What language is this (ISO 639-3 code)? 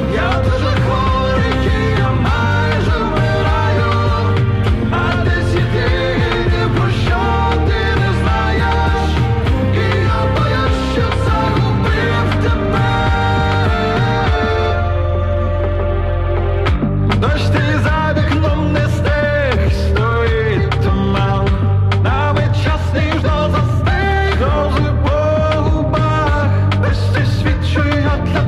ukr